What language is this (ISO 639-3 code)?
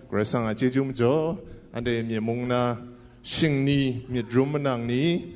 kac